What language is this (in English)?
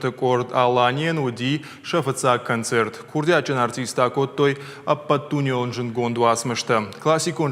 Ossetic